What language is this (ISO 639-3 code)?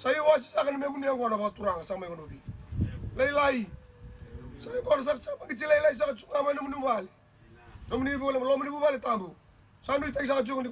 fij